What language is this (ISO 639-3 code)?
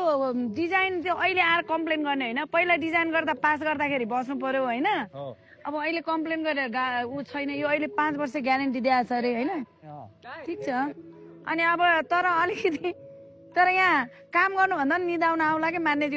nep